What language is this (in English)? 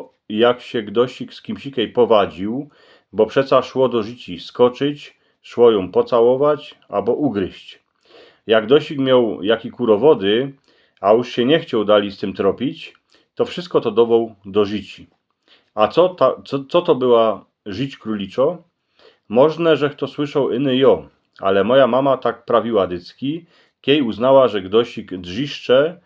Silesian